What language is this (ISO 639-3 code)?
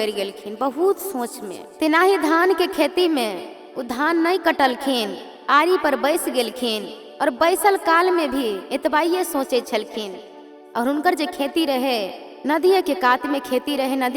mai